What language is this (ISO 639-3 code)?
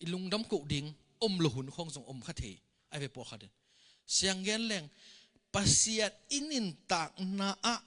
ctd